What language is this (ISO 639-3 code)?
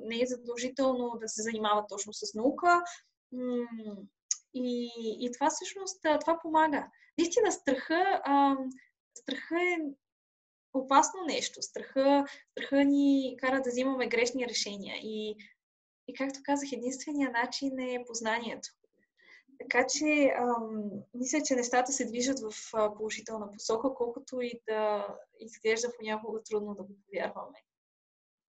bul